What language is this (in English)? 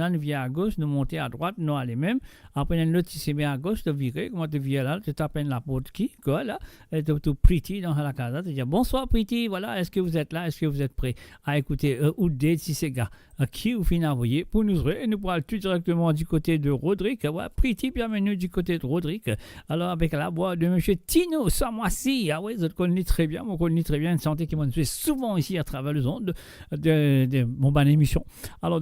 Morisyen